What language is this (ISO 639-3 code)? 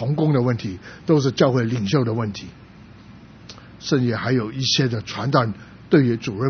zho